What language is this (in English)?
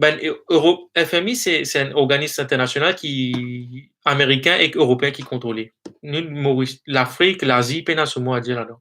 Morisyen